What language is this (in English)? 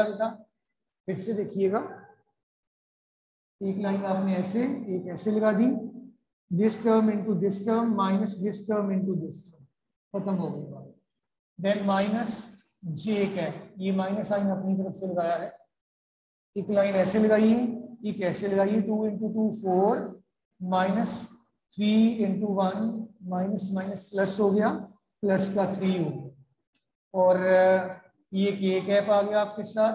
Hindi